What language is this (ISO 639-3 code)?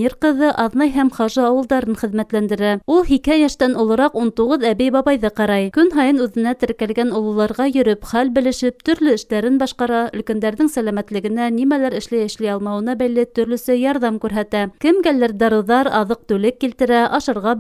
bak